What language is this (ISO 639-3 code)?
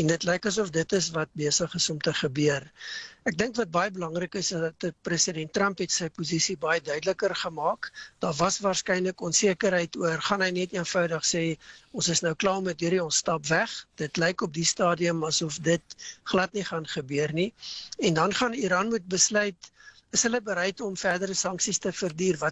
afr